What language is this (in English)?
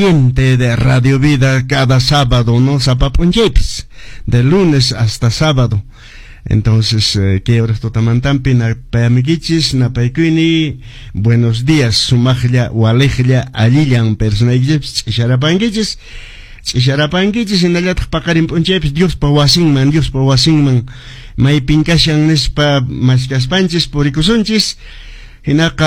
Quechua